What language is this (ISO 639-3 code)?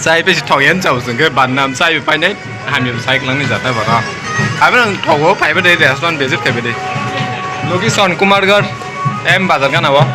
trp